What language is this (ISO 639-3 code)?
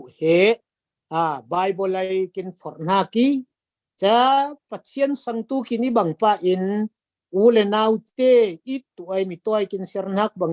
cfm